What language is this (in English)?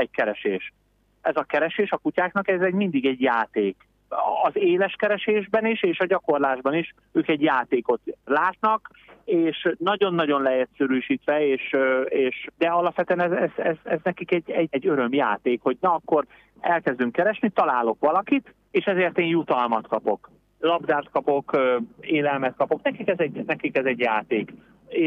Hungarian